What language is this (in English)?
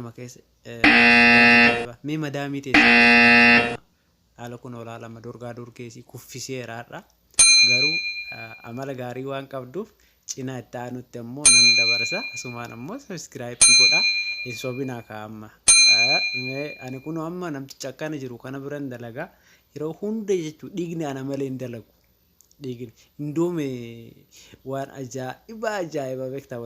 Oromo